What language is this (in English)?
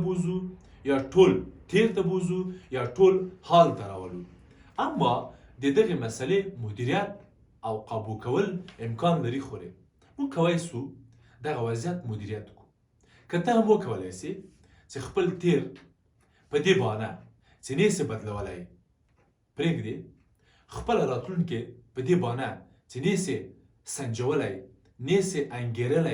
Pashto